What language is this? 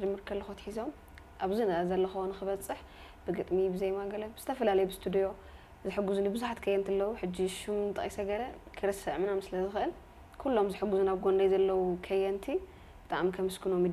Tigrinya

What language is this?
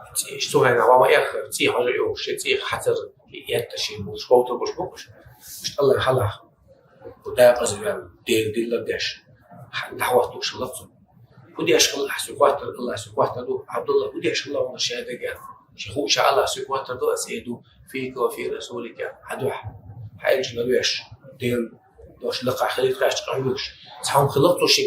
Chechen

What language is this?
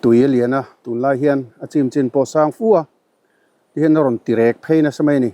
Mizo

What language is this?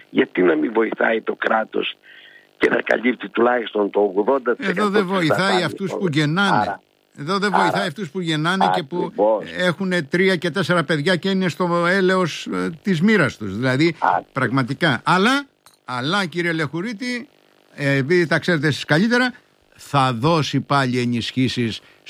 Greek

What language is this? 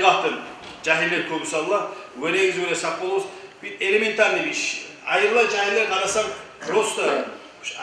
Kumyk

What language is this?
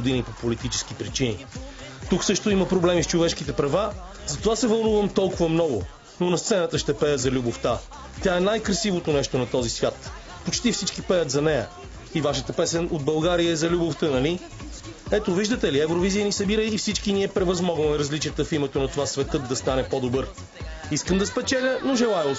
Bulgarian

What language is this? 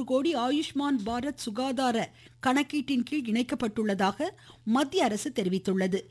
Tamil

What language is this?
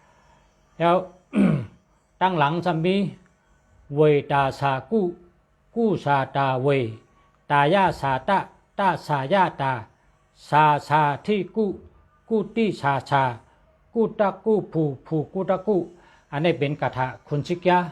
Shan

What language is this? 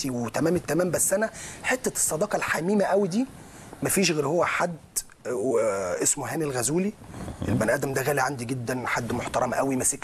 Egyptian Arabic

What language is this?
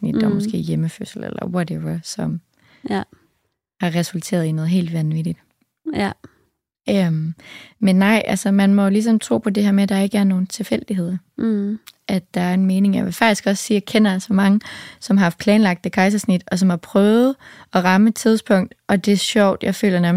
Danish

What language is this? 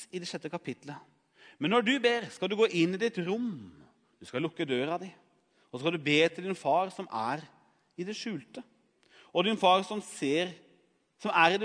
Norwegian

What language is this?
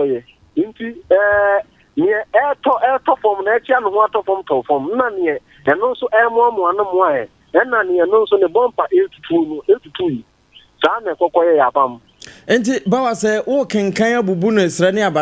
Akan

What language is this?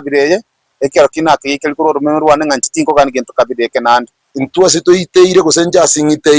Gusii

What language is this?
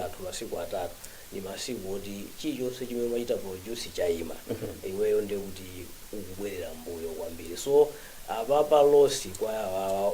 Nyanja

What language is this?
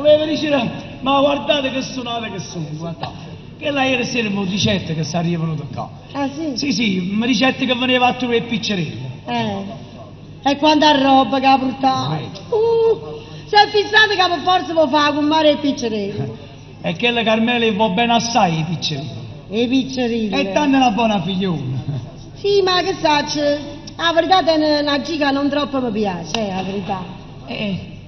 Neapolitan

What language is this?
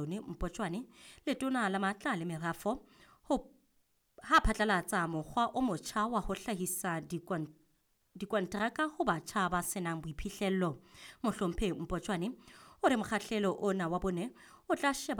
Southern Sotho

